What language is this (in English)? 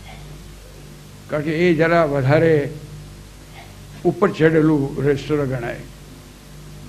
Gujarati